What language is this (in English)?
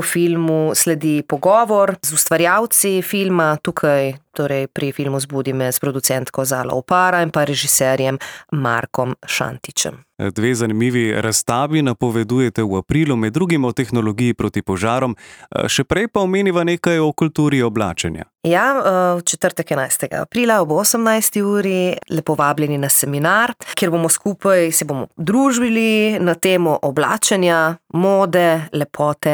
Slovenian